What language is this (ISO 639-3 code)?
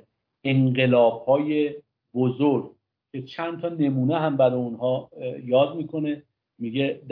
fas